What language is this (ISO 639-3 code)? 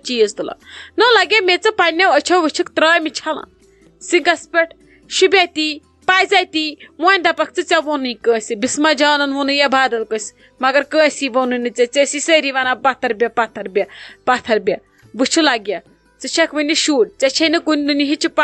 kas